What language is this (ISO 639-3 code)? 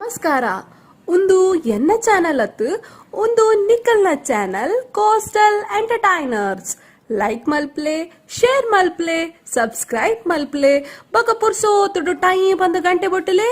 tcy